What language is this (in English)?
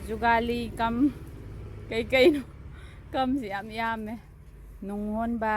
Manipuri